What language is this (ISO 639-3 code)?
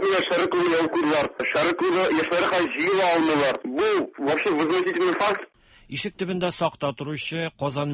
tat